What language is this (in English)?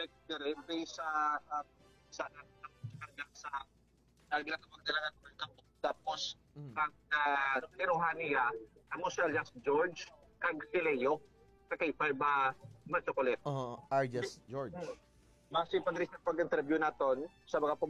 Hiligaynon